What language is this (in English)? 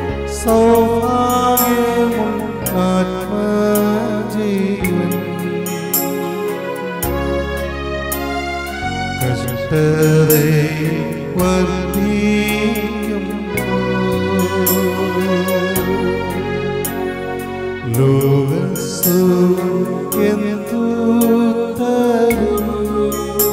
Malayalam